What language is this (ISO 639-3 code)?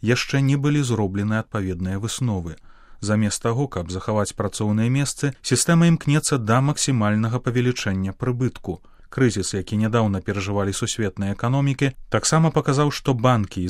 bel